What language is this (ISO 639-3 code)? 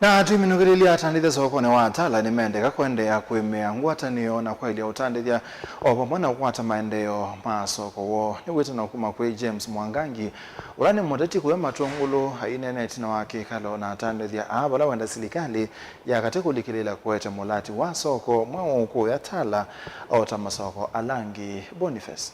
kam